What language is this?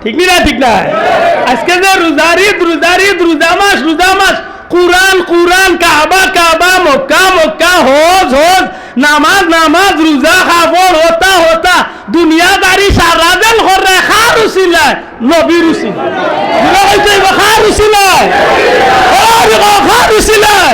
Sylheti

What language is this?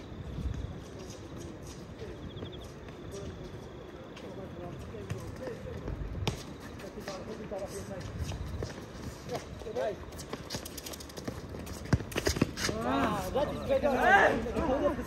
English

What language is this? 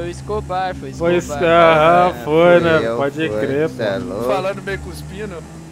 Portuguese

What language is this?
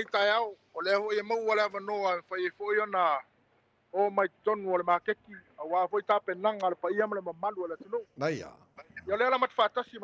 Samoan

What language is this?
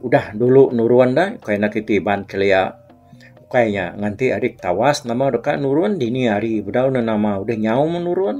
Iban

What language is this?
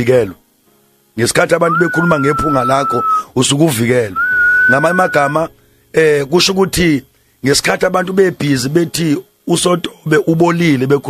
Zulu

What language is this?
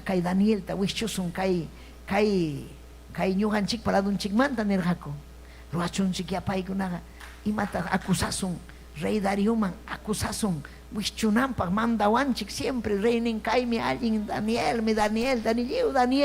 Ayacucho Quechua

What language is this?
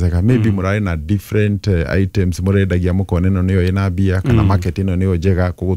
Kikuyu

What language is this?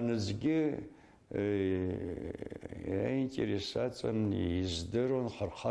Abkhazian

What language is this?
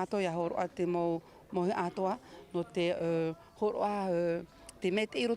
Tahitian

